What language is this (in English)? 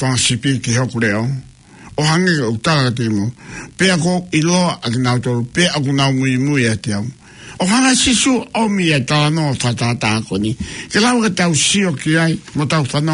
Tongan